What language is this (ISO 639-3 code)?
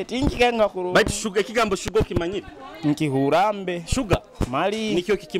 nyo